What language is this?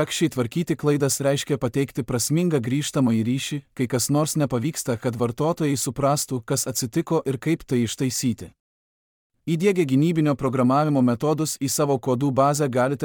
Lithuanian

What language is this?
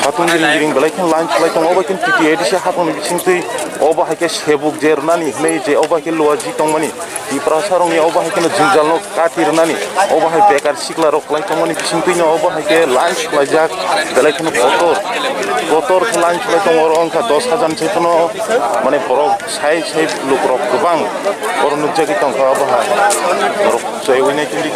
Kok Borok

